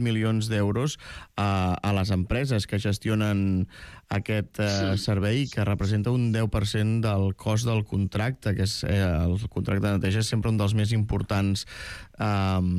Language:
Catalan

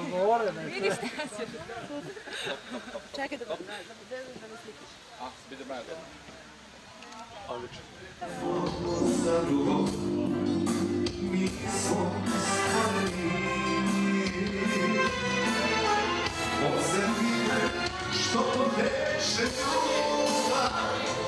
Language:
Serbian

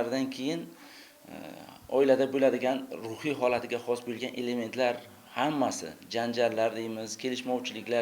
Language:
Uzbek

